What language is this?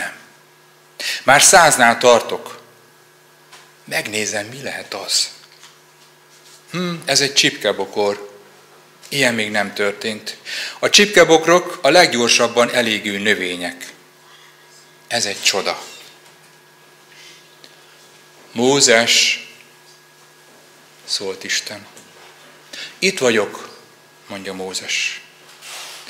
Hungarian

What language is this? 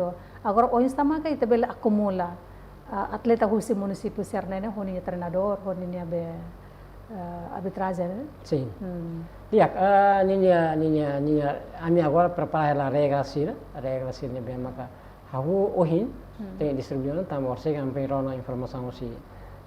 Tetum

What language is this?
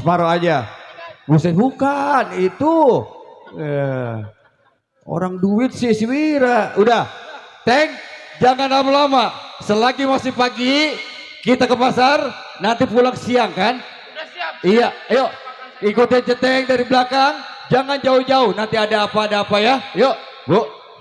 Betawi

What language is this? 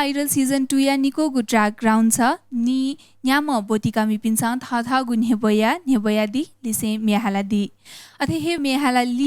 Newari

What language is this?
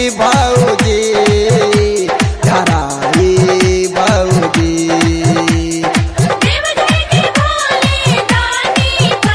Bhojpuri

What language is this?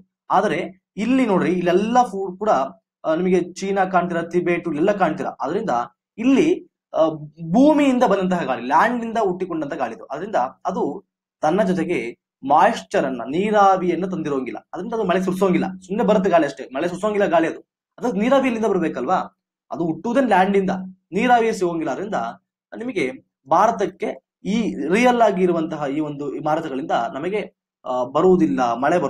Kannada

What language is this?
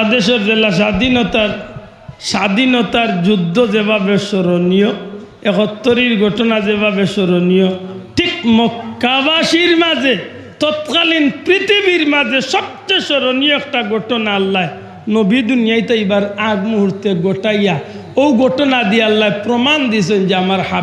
Sylheti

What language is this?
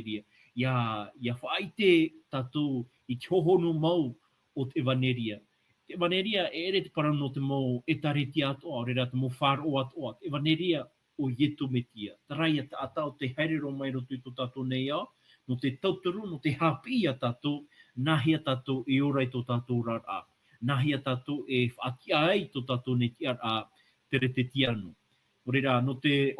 Tahitian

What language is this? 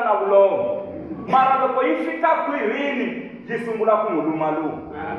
Tsonga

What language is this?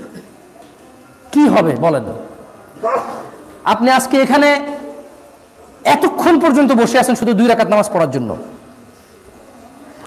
Bangla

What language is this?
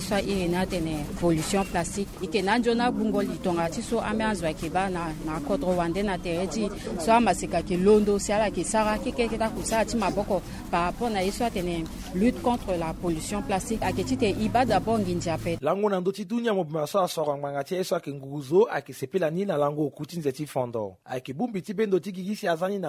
Sango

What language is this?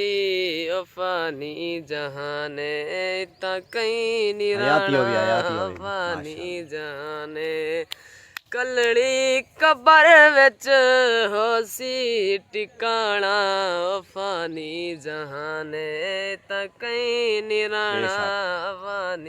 Saraiki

